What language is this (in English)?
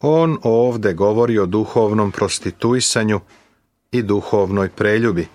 Serbian